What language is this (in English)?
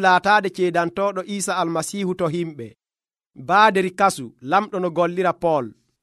Nigerian Fulfulde